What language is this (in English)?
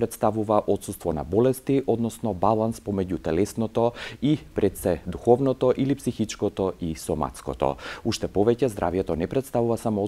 Macedonian